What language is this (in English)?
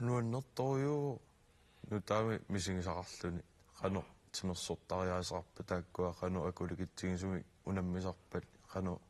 Kalaallisut